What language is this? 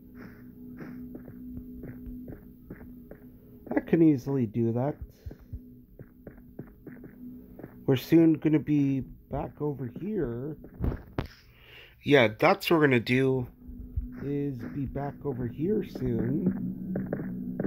English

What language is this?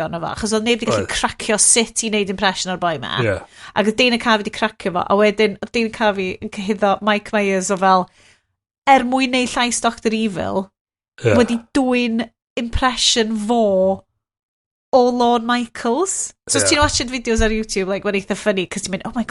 Welsh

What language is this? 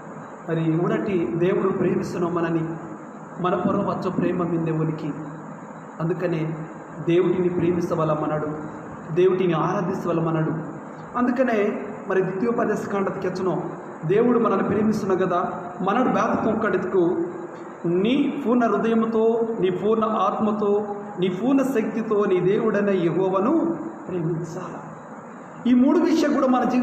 Koya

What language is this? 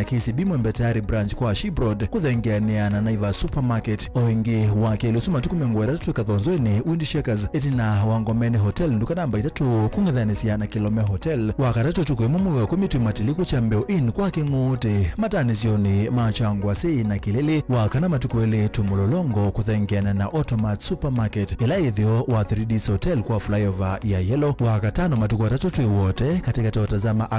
Kamba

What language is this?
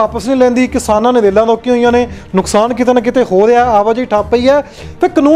Punjabi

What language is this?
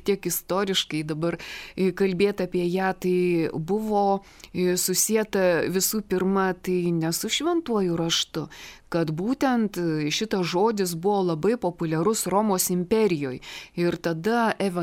Lithuanian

